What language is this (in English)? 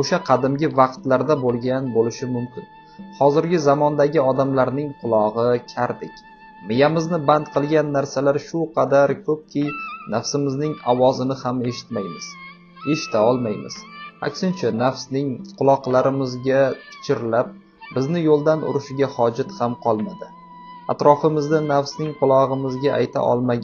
Uzbek